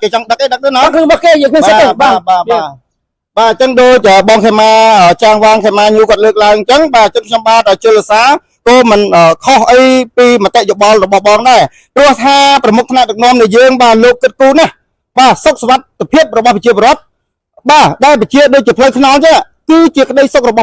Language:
Khmer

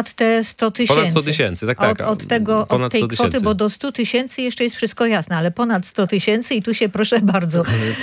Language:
Polish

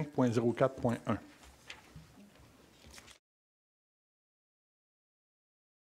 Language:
French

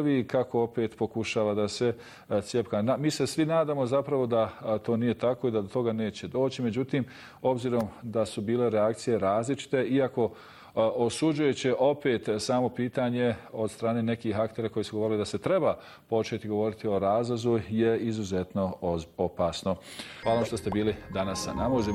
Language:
Bosnian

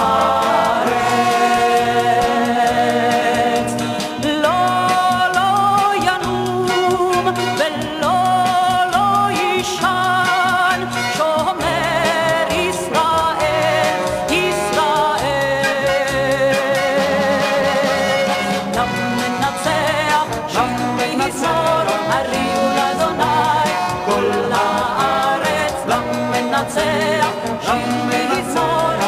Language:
Hebrew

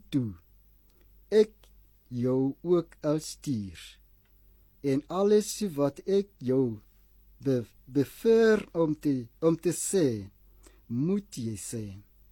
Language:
Afrikaans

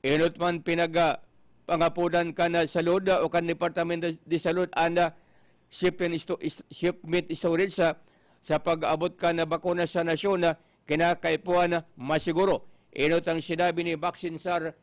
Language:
Bikol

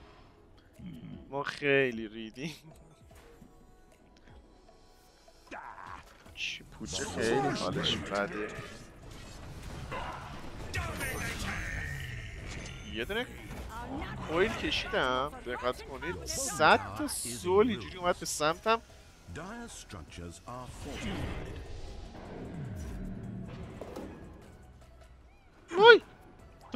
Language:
Persian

